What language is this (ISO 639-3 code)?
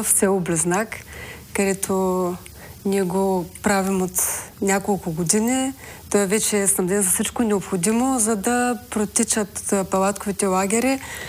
bul